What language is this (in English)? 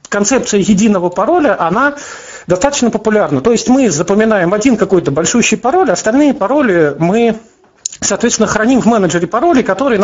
Russian